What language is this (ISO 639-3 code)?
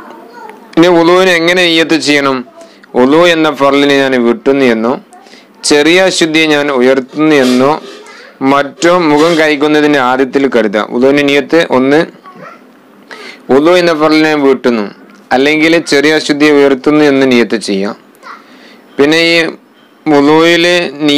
mal